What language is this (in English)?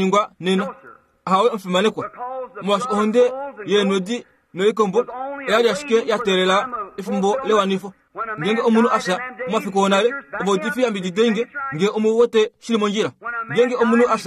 Kuanyama